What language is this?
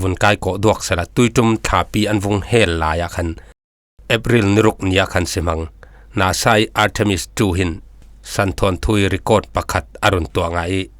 Falam Chin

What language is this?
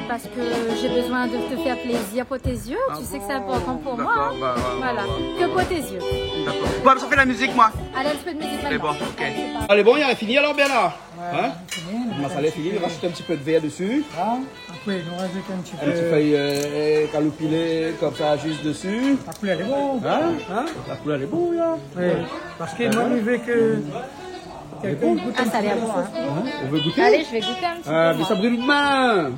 Réunion Creole French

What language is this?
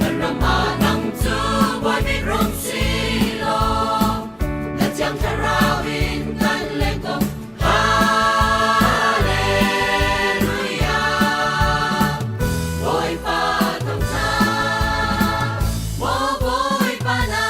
Hakha Chin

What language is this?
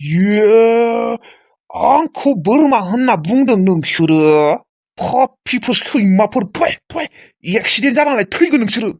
Bodo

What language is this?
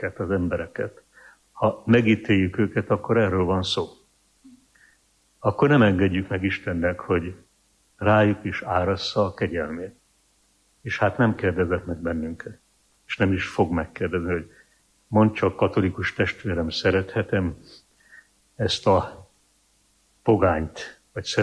Hungarian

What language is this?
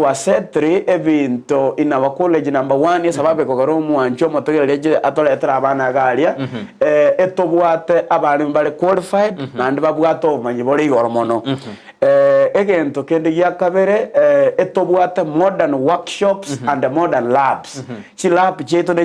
Gusii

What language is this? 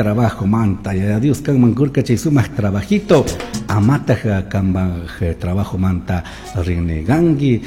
Chimborazo Highland Quichua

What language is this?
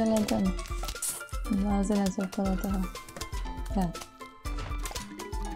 Czech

